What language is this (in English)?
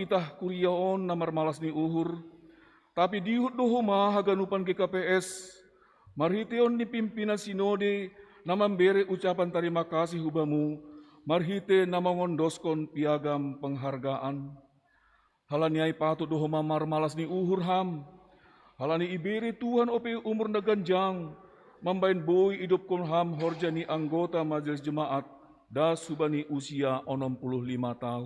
Batak Simalungun